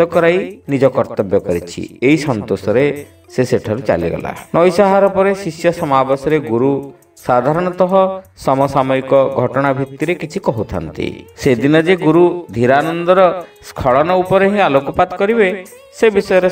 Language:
Odia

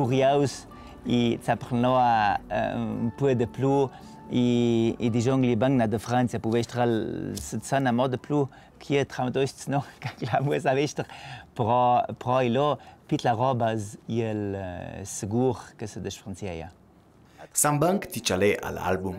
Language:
Ladin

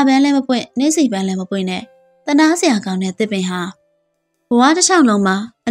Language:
Burmese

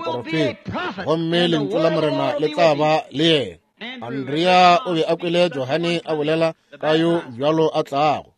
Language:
Northern Sotho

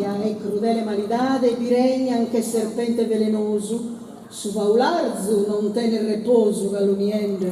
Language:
Sardinian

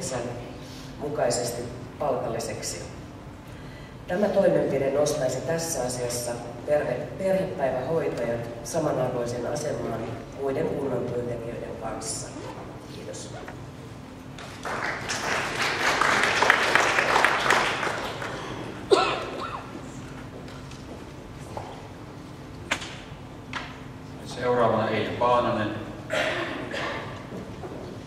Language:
Finnish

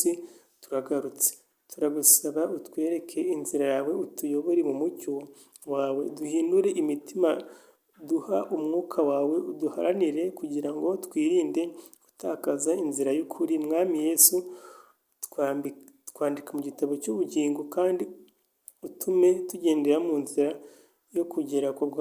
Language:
Kinyarwanda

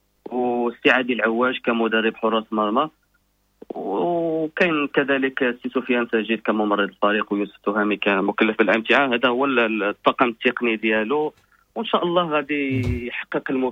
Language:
Moroccan Arabic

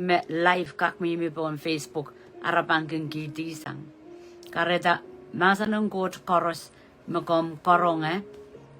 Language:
Pohnpeian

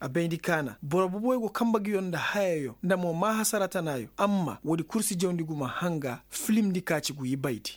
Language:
Koyraboro Senni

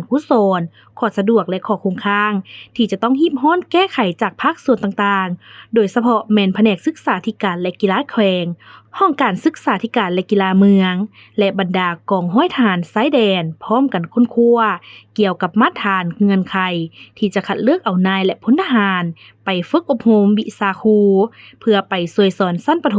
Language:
Lao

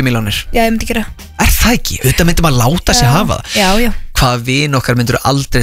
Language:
Icelandic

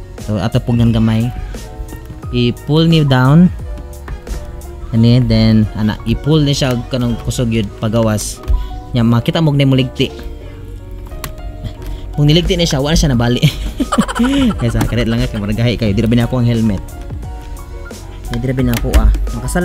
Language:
Cebuano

